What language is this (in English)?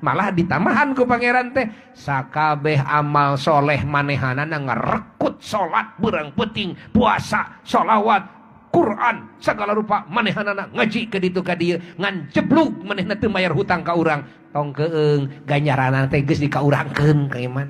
Sundanese